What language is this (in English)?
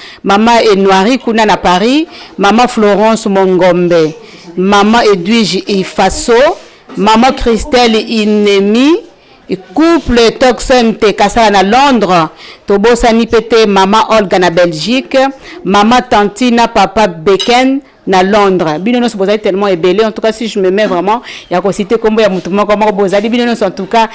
Lingala